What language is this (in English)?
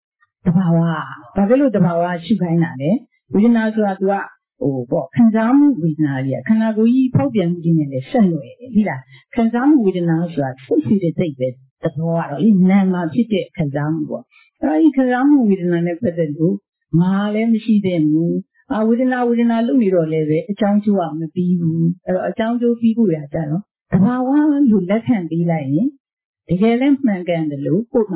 Burmese